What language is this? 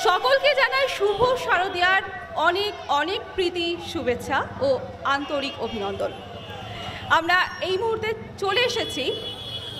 Bangla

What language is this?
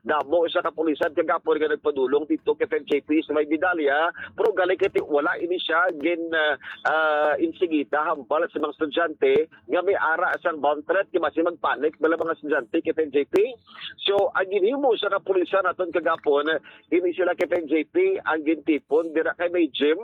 Hiligaynon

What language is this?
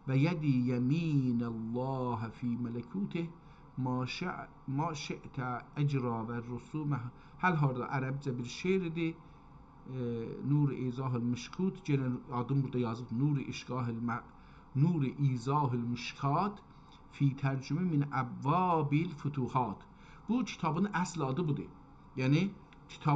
South Azerbaijani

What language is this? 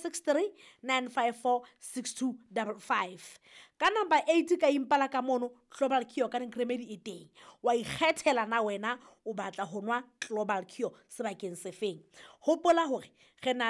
Southern Sotho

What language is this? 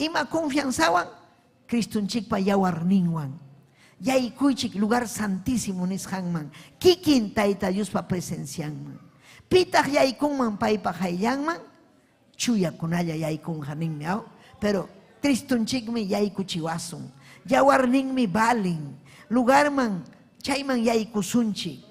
Ayacucho Quechua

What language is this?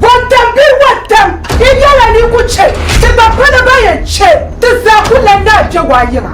Dagbani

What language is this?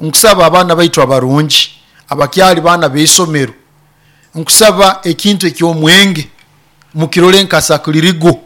Nyoro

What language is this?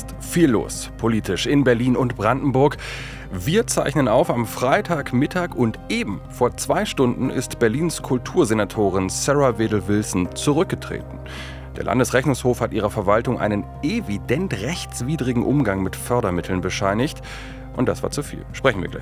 German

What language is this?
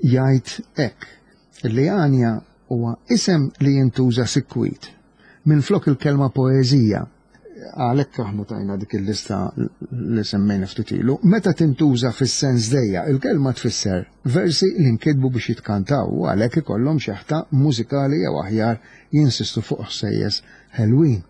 Maltese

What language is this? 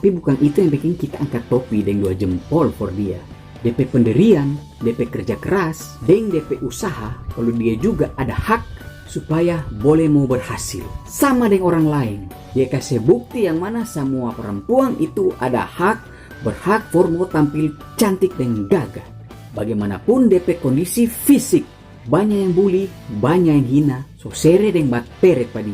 Manado Malay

